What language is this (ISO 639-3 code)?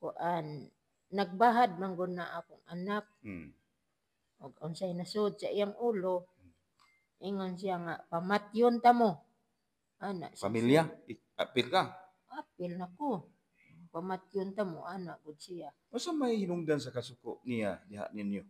ceb